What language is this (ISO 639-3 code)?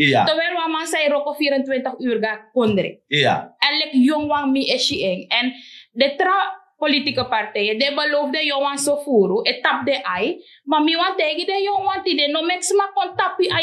srn